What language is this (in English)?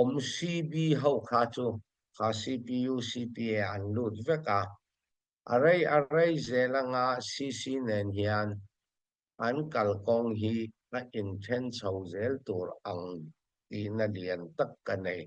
Hakha Chin